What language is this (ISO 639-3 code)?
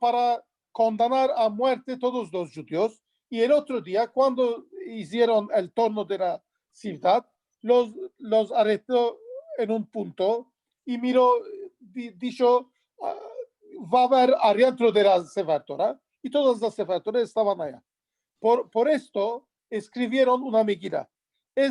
lad